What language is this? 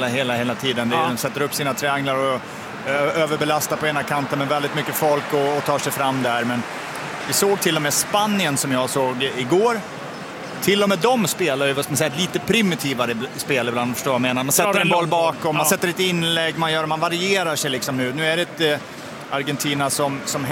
Swedish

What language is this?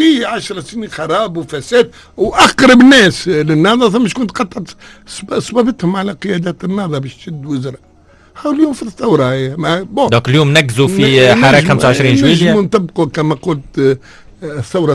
Tunisian Arabic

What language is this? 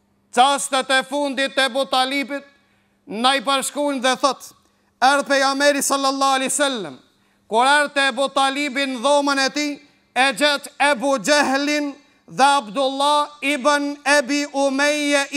Albanian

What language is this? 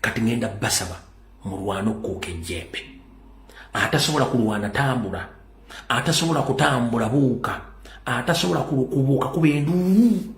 Ganda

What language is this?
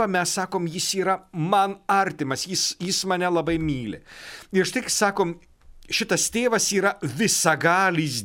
Lithuanian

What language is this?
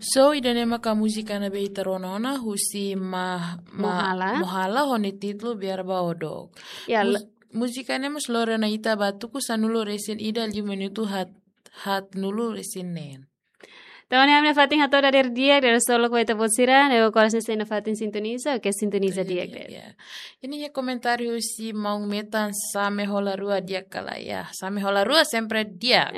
Tetum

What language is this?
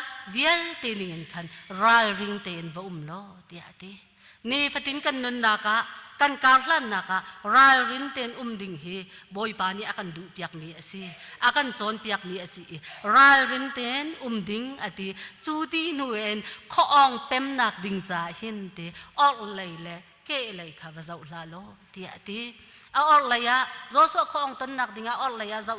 Hakha Chin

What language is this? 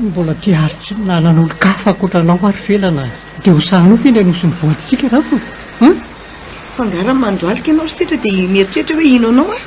Malagasy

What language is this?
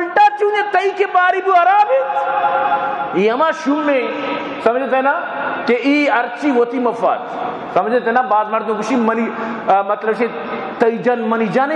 Baluchi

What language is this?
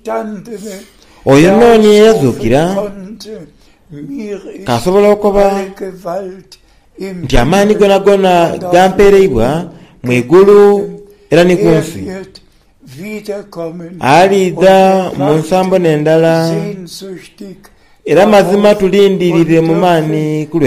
Soga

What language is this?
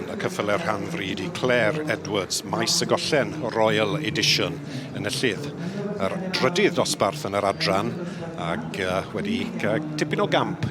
Welsh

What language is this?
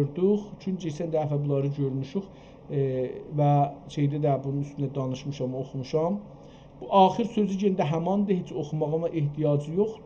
South Azerbaijani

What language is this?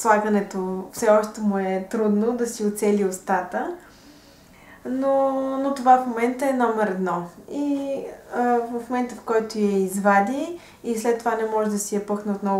Bulgarian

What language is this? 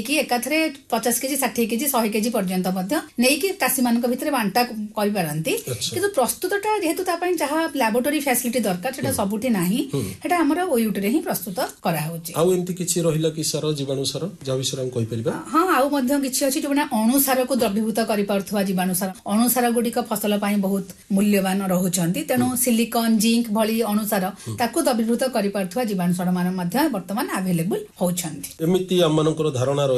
Odia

